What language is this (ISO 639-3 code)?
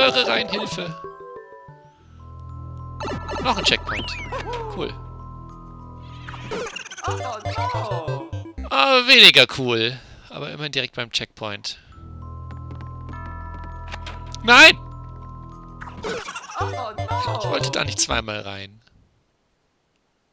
deu